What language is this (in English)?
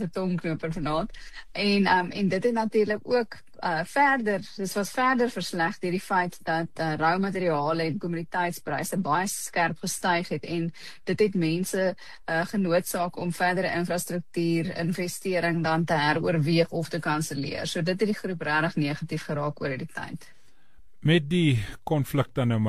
Afrikaans